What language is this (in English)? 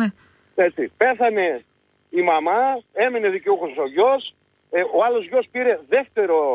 Greek